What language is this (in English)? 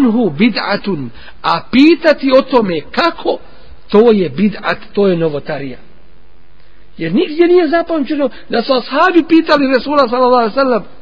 Bosnian